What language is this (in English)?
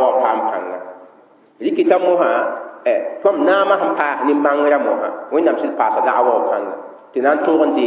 Mossi